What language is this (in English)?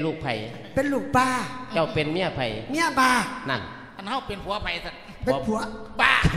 Lao